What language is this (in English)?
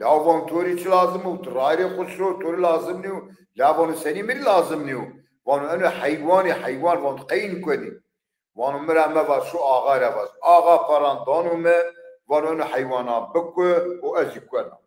Zaza